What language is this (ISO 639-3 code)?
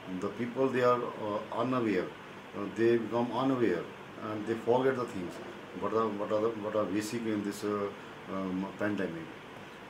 eng